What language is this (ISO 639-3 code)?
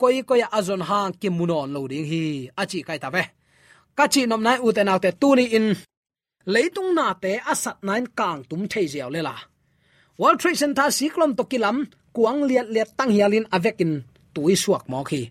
ctd